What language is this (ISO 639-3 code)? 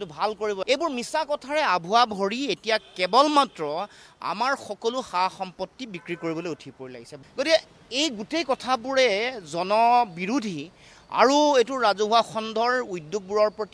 asm